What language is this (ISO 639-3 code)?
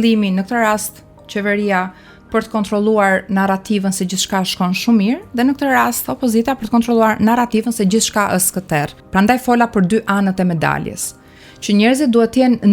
sqi